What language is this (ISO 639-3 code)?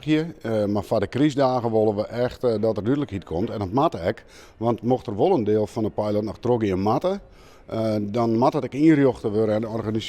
fry